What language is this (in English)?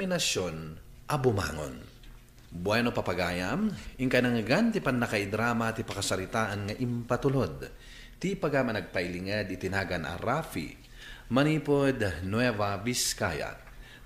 Iloko